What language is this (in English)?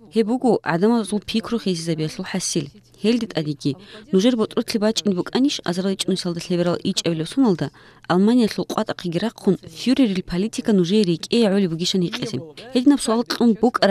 Avaric